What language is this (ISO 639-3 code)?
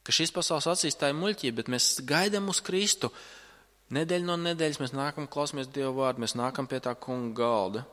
lav